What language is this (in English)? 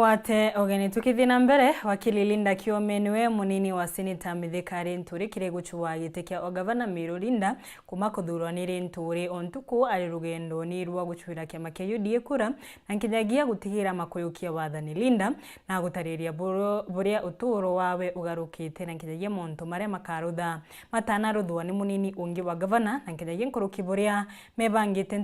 Meru